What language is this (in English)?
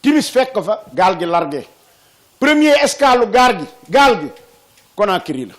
Wolof